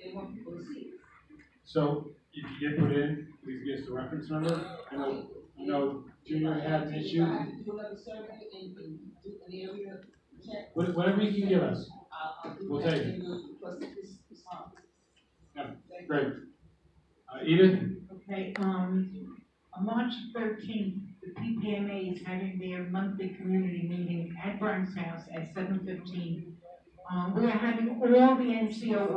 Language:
English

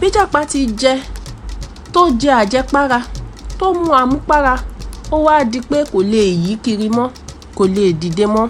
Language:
Yoruba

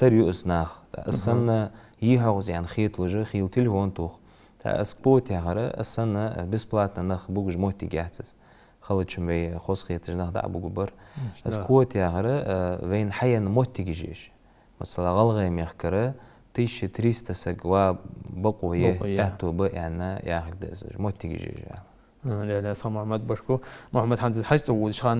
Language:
Ingush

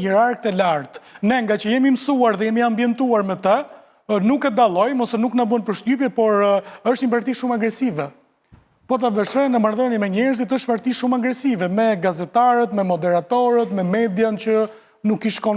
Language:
Albanian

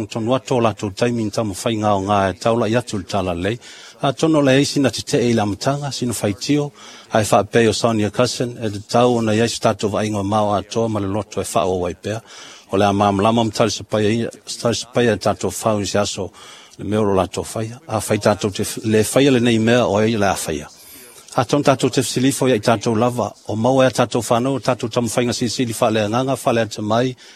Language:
Samoan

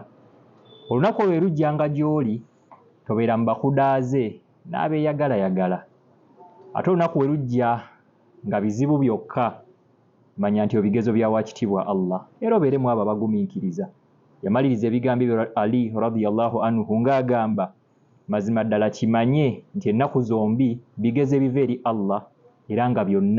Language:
Ganda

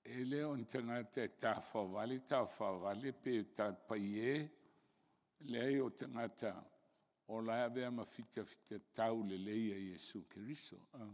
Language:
Samoan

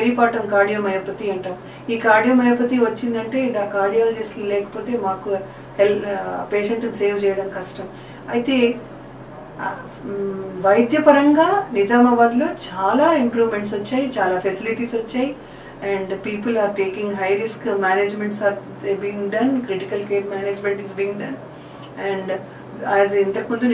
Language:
Telugu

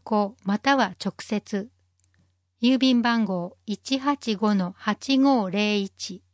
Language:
Japanese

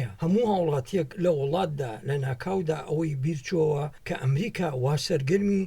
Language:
Central Kurdish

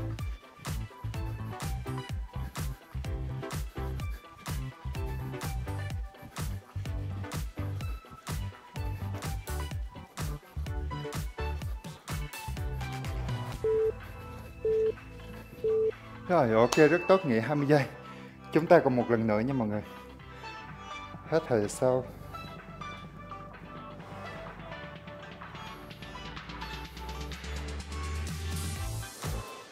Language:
Vietnamese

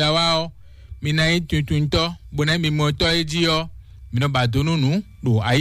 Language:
Fon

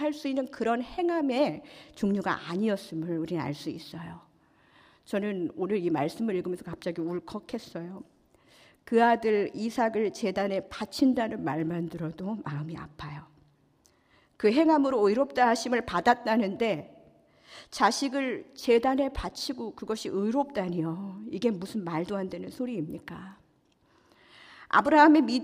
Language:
Korean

